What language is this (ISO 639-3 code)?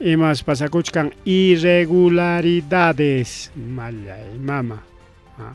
quy